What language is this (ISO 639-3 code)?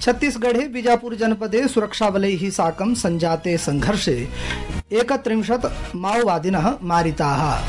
san